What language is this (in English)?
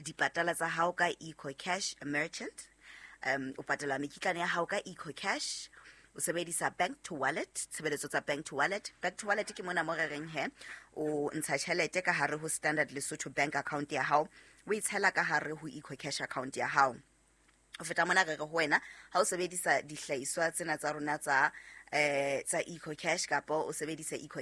Southern Sotho